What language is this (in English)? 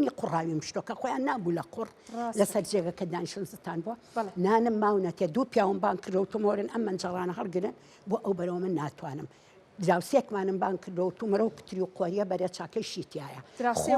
Central Kurdish